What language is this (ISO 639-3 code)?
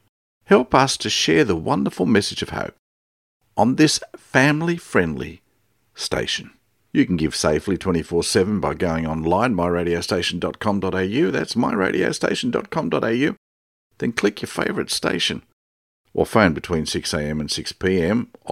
eng